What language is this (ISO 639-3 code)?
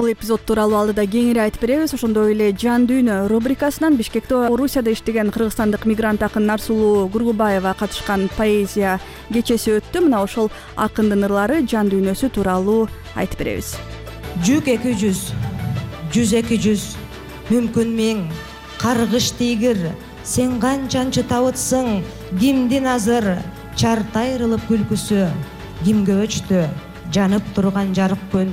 kir